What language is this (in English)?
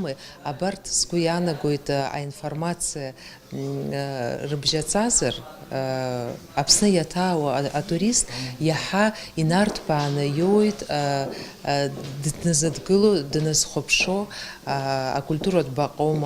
Abkhazian